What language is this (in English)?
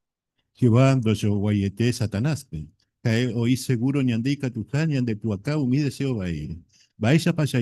Guarani